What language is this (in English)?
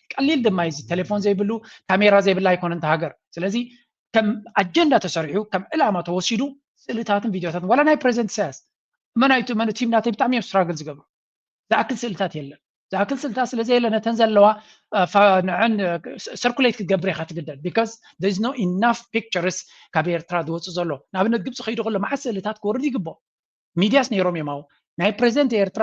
Tigrinya